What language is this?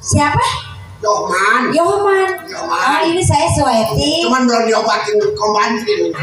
Betawi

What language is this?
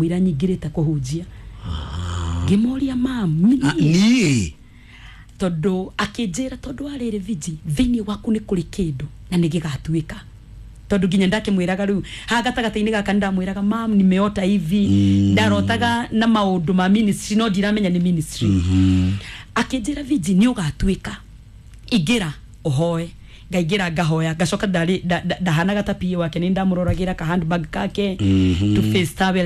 Kikuyu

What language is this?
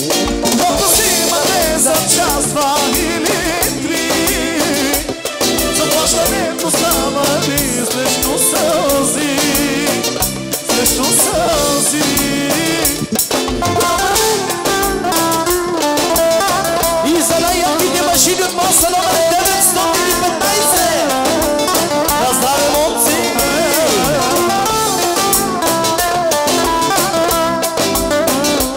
Bulgarian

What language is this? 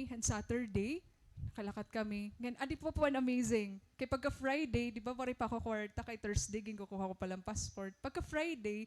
Waray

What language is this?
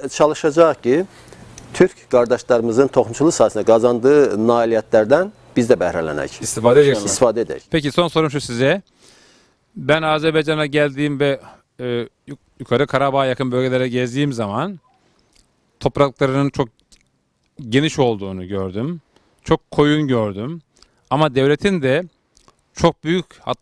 Turkish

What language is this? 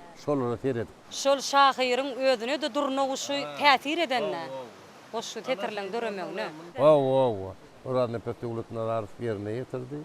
Turkmen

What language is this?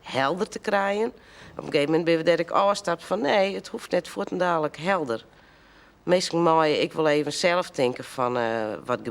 Western Frisian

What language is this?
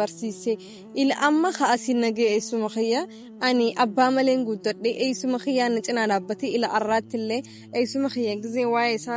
Oromo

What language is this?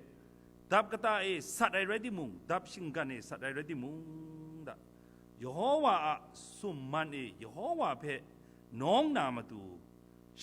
Kachin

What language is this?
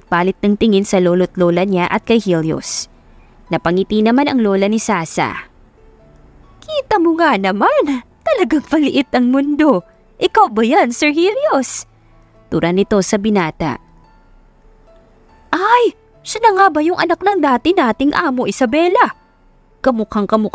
Filipino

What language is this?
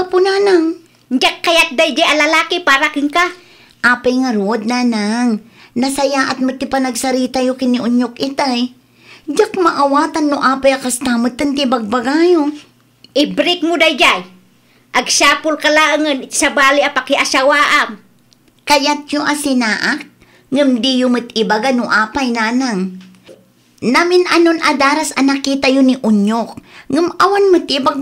Iloko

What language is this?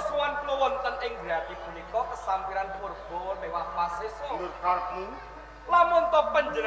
Javanese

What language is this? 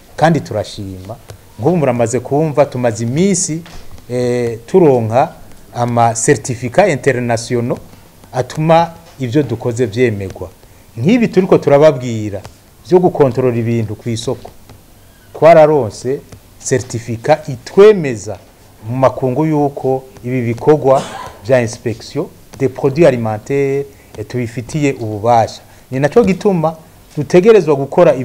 Rundi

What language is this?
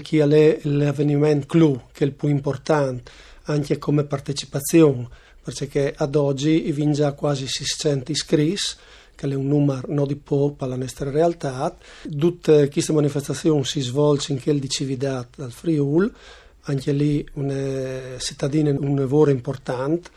Friulian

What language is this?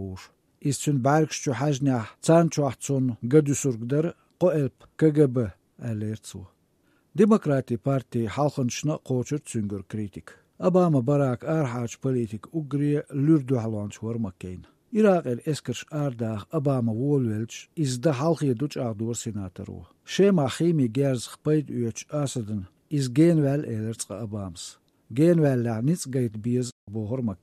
Chechen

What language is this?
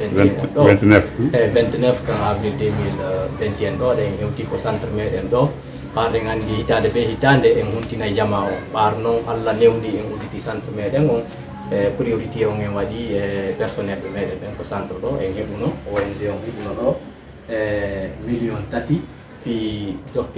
Pular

